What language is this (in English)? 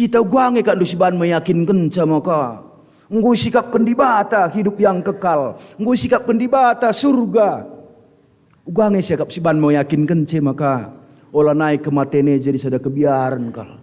Batak Karo